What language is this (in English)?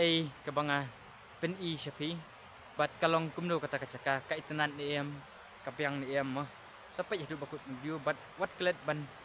Khasi